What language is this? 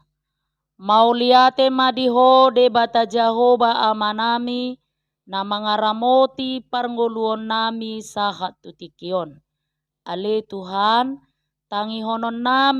Batak Toba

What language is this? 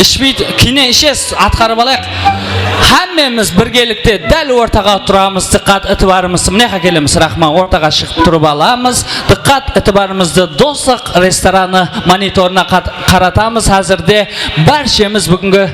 Kara-Kalpak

